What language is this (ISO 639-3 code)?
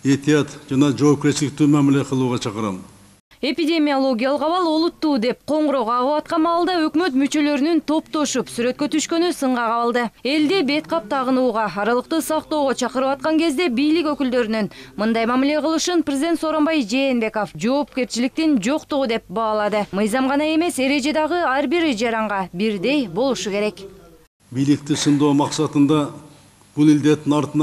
kir